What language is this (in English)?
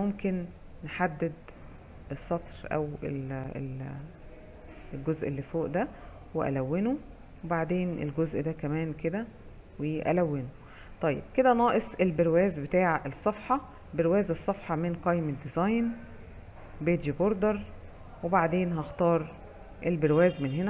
Egyptian Arabic